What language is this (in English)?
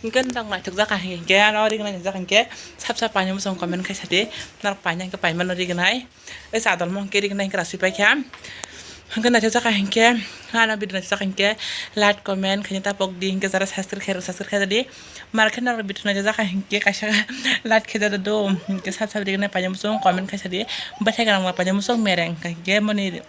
Kok Borok